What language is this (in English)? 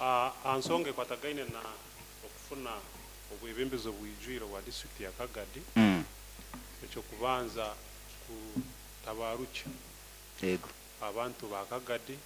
Nyoro